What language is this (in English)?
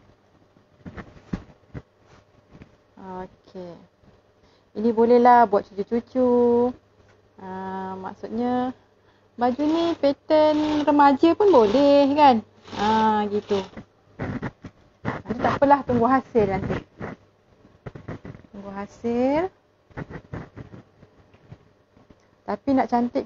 Malay